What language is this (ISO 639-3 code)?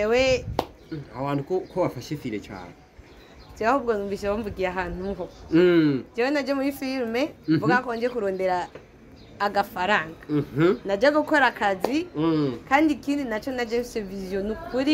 run